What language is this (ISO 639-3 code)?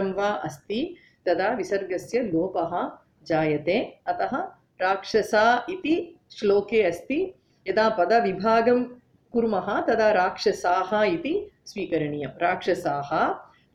san